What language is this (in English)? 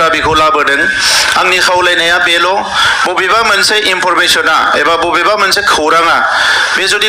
Bodo